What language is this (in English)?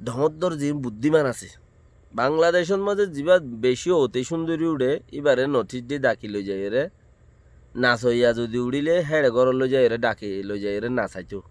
Rohingya